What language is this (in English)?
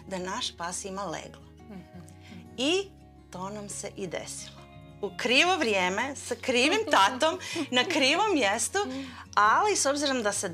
Croatian